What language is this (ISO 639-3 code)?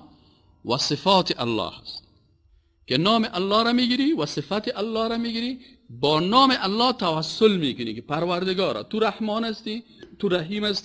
fas